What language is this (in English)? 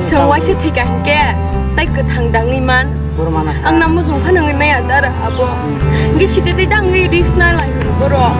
Kok Borok